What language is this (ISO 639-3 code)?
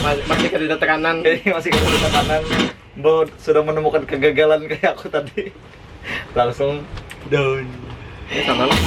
bjn